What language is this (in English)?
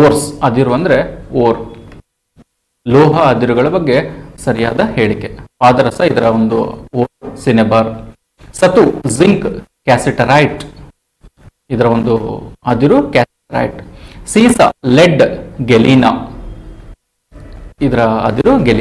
Kannada